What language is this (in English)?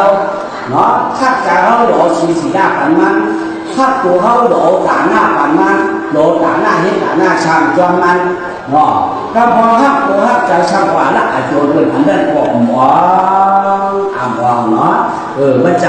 Shan